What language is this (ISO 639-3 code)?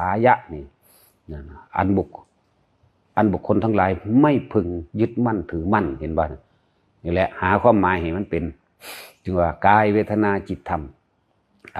tts